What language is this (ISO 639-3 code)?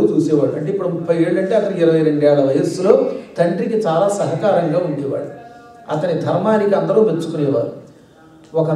tel